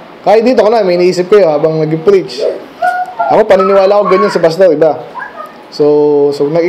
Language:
Filipino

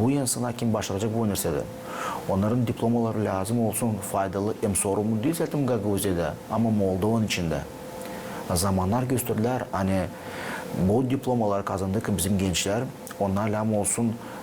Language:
Gagauz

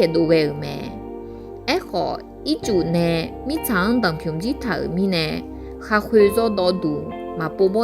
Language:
Akha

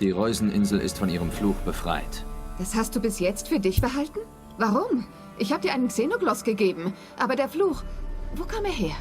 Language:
Swiss German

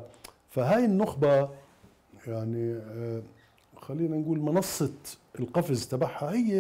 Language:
Mesopotamian Arabic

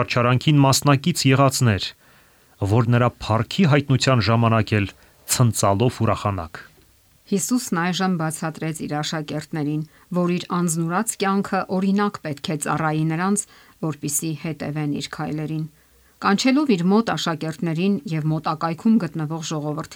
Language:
Armenian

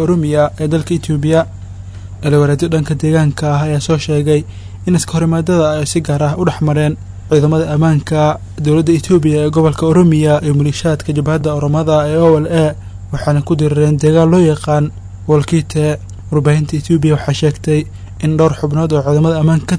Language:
Somali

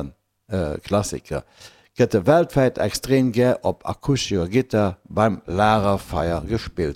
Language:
Luxembourgish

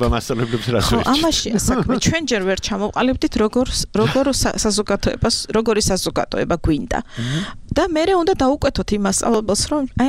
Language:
Georgian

